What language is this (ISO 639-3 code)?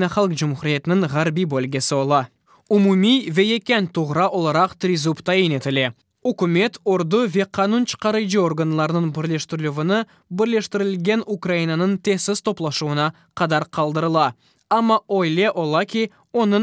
crh